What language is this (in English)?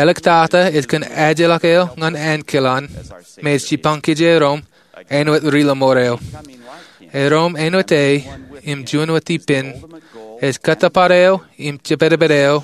Marshallese